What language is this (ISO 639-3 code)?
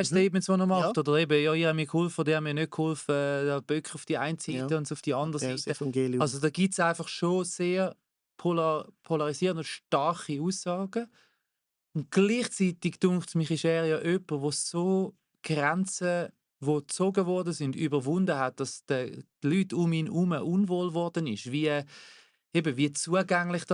gsw